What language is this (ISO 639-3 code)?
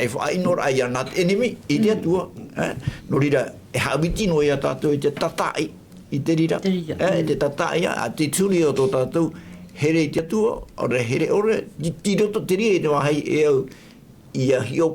tah